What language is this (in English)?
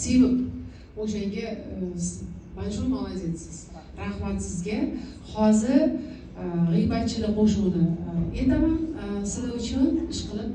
Uzbek